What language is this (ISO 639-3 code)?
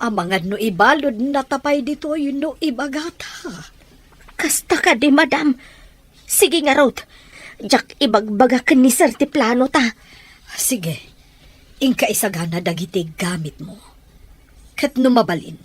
ilo